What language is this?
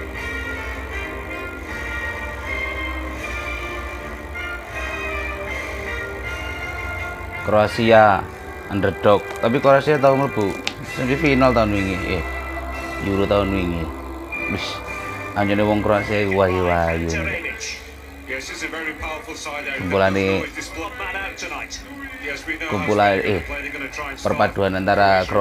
Javanese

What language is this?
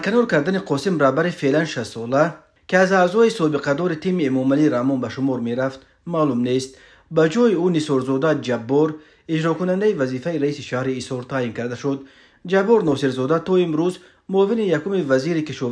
Tajik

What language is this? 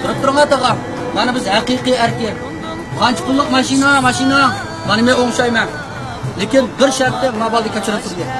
Uyghur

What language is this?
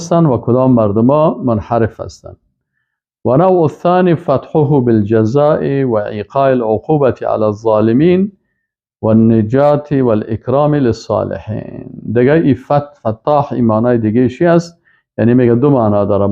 Persian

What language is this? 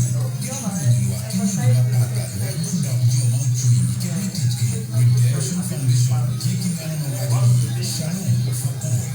Acoli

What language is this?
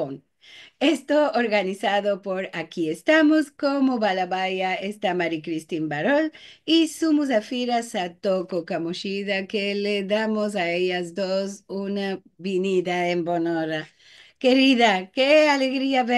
Ladino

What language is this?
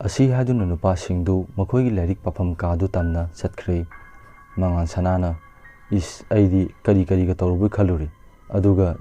Manipuri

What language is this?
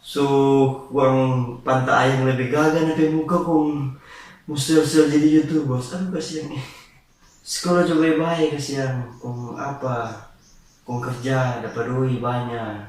Manado Malay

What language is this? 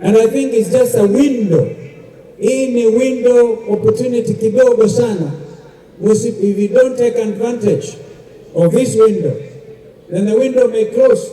Kamba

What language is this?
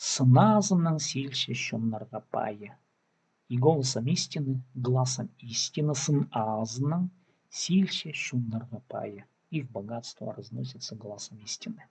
Khakas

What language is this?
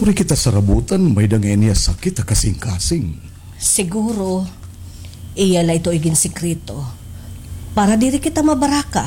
Waray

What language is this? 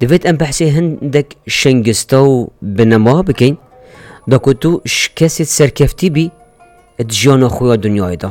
Kurdish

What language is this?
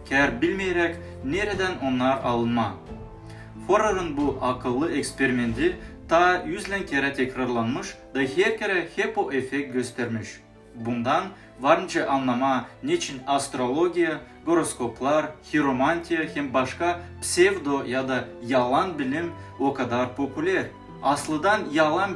Gagauz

